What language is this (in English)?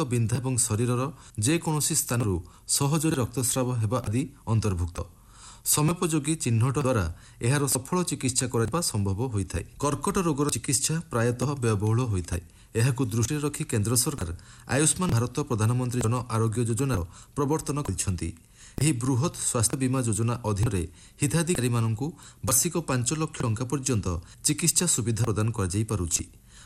Odia